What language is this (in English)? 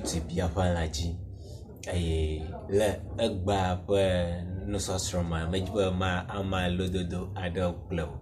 Ewe